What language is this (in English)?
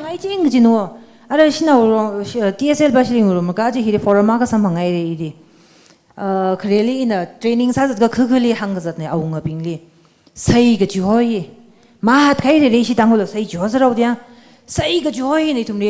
Tangkhul Naga (India)